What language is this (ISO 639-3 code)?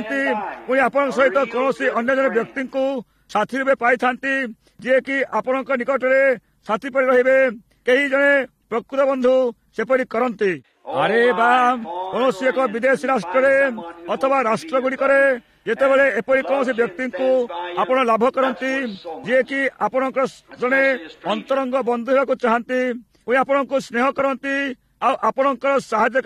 ori